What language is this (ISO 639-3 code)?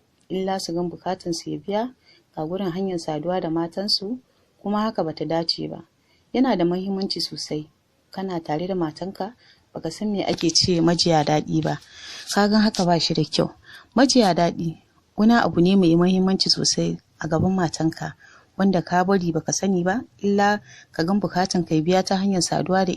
hau